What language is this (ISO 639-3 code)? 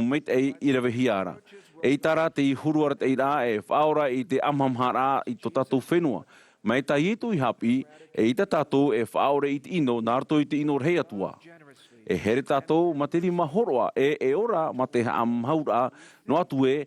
tah